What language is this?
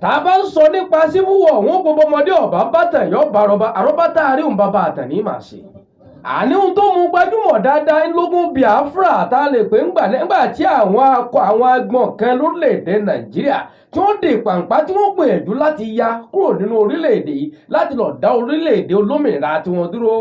Yoruba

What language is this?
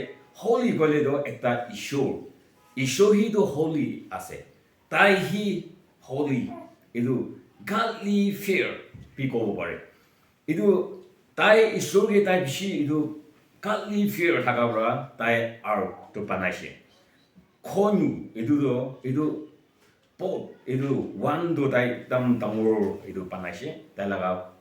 Naga Pidgin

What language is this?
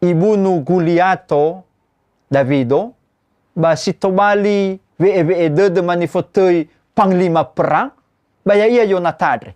Nias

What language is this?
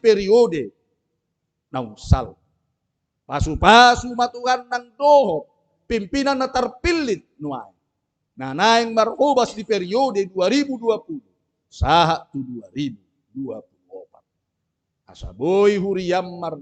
Batak Toba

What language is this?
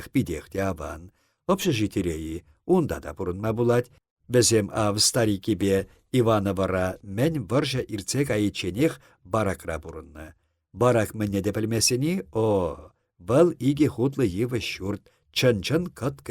Chuvash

